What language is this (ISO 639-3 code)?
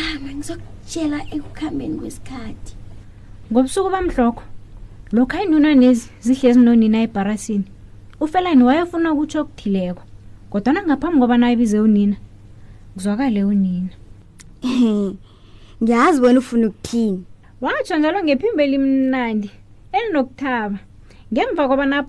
nbl